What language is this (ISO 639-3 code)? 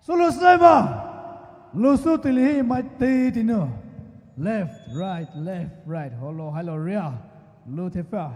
pmx